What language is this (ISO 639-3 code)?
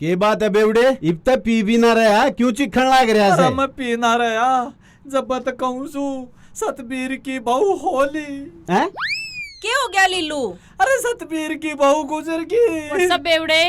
bgc